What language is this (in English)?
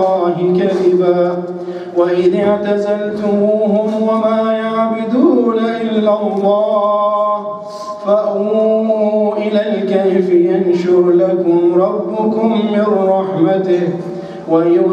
Arabic